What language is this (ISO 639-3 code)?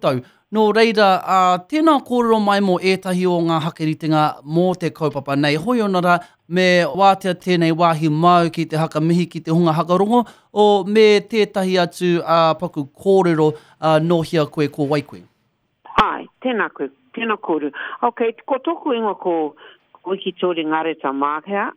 mri